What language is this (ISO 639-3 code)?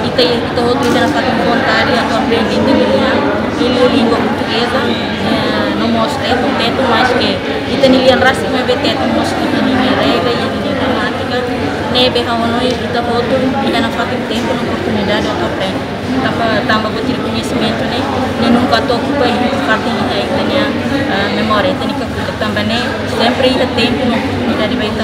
tet